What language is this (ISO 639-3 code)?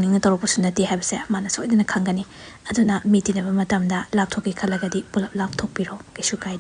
mni